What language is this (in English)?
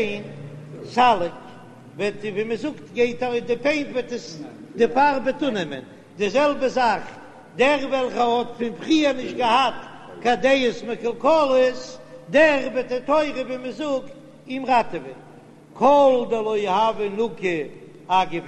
Yiddish